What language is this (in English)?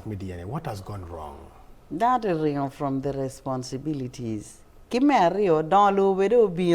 Acoli